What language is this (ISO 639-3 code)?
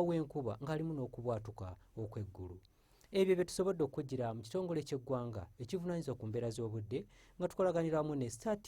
lug